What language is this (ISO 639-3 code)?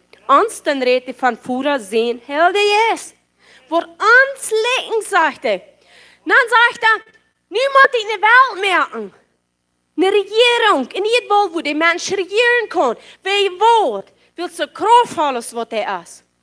pdt